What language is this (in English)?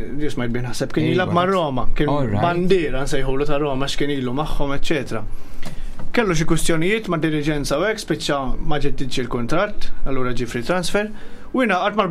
Maltese